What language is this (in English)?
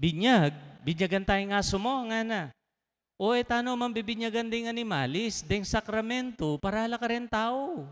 Pampanga